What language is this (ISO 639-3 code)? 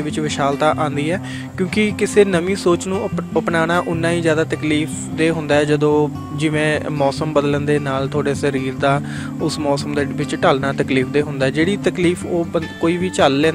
pan